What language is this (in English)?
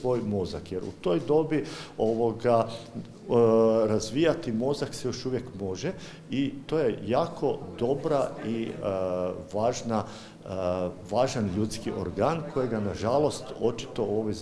Croatian